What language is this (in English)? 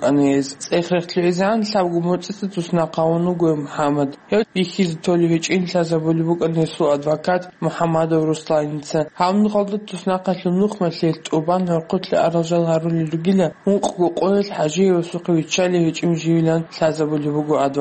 Avaric